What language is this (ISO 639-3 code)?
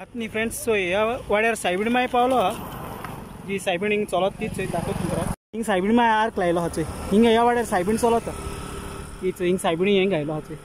kok